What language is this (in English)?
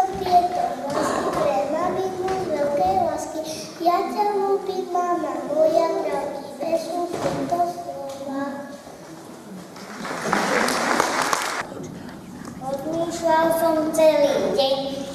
Slovak